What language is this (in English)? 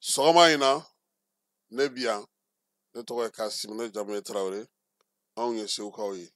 Bambara